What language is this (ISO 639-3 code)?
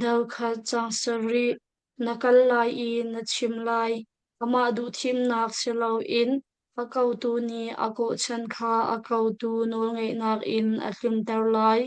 cnh